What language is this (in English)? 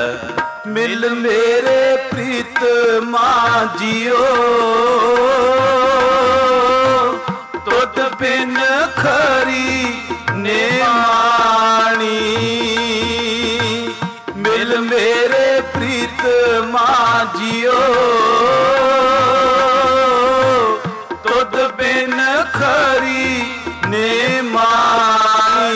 Punjabi